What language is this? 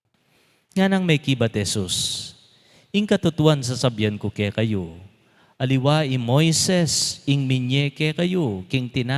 Pampanga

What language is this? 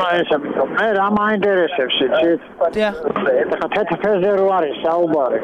Georgian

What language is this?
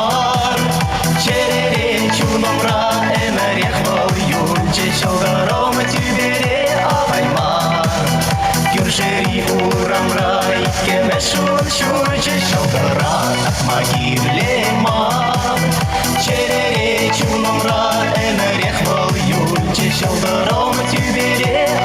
Chuvash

